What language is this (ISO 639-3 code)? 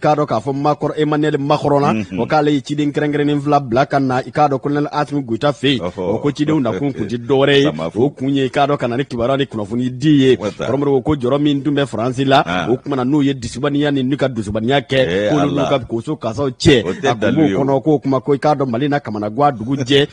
bam